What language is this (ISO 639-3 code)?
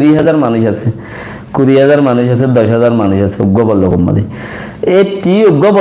rhg